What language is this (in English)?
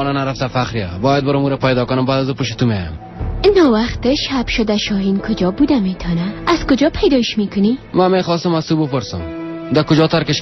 Persian